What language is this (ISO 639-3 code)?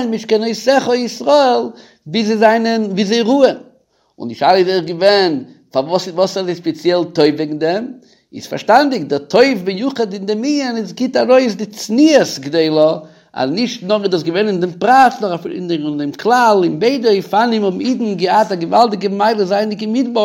yid